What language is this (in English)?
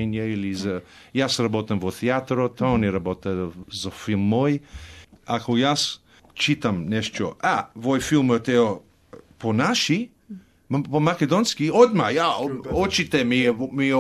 Macedonian